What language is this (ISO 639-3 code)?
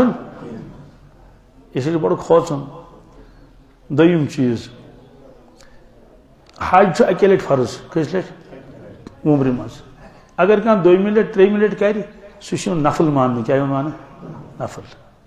kas